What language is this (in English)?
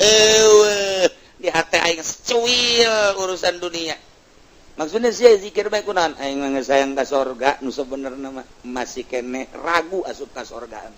Sundanese